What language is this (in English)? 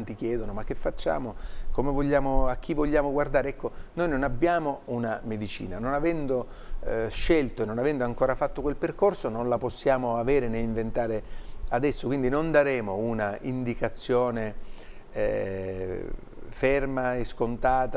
Italian